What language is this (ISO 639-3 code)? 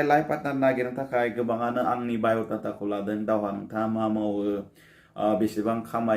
brx